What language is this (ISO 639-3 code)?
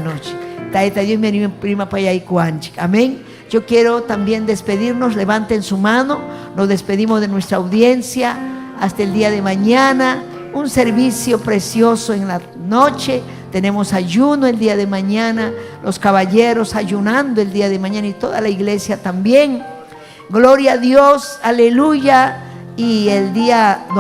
quy